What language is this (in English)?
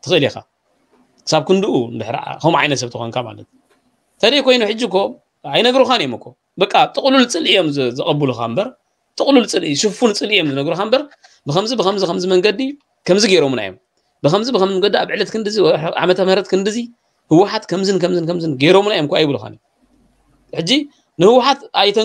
Tigrinya